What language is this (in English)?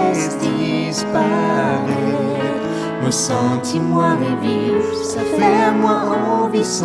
Morisyen